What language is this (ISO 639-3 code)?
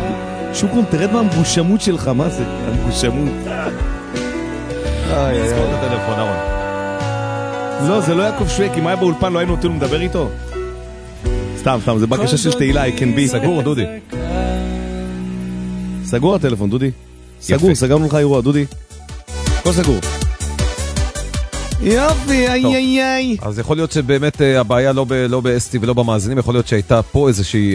heb